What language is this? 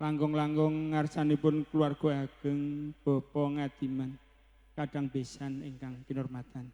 Javanese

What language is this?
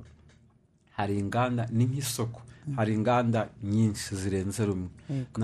Kinyarwanda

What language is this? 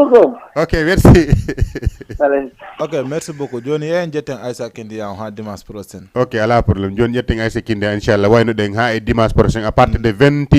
Fula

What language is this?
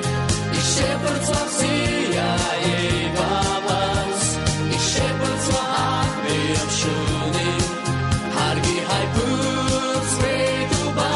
Abkhazian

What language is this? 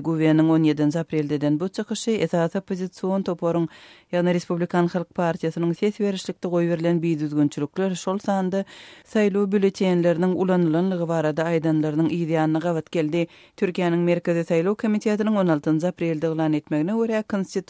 Turkmen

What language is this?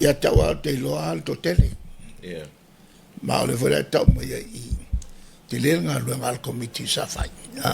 Samoan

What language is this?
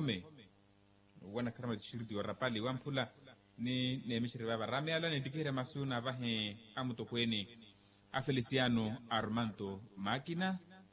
Makhuwa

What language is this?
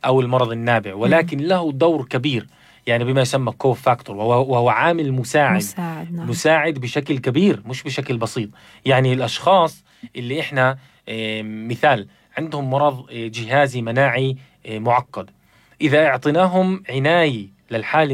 North Levantine Arabic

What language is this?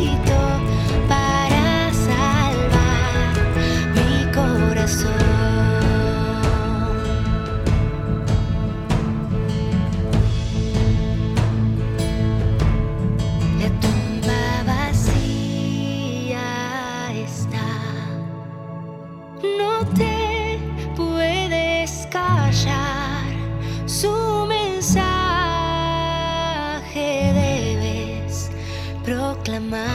Spanish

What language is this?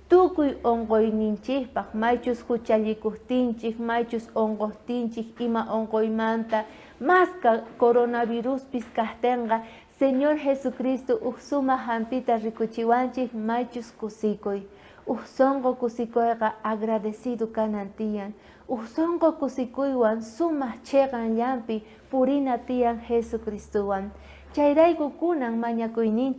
South Bolivian Quechua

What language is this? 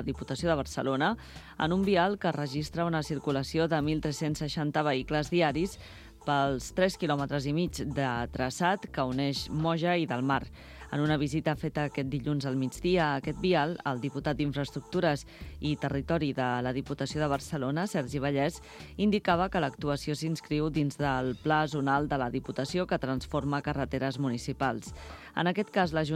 Catalan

